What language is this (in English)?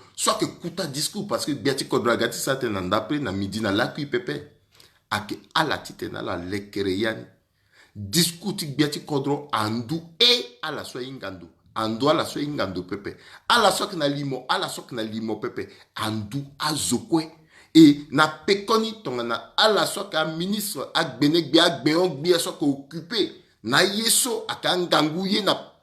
Sango